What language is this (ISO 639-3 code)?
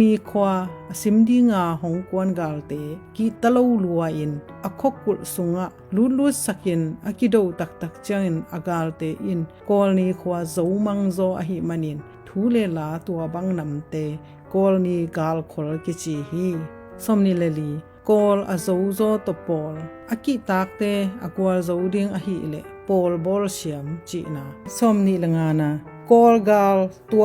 ctd